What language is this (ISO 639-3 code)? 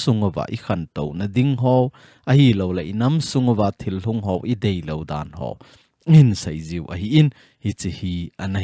tcz